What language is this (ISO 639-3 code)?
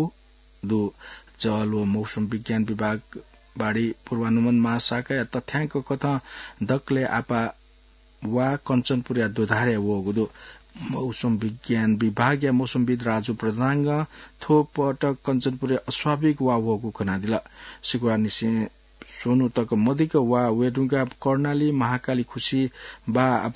new